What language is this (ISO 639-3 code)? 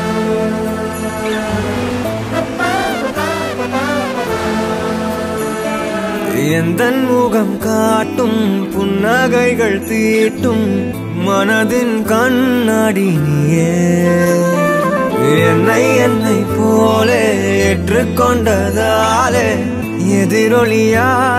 tam